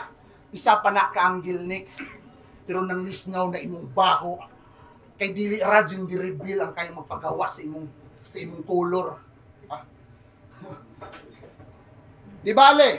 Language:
Cebuano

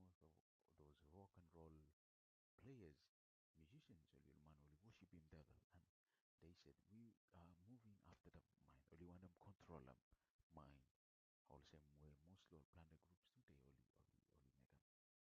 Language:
Bislama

